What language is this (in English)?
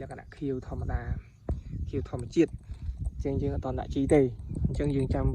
Khmer